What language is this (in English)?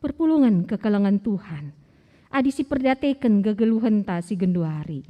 Batak Karo